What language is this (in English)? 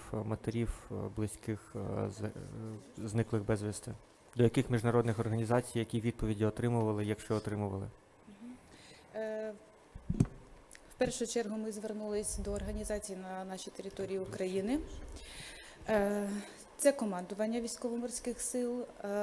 Ukrainian